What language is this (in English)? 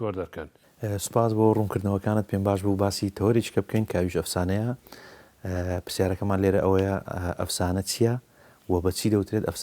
Central Kurdish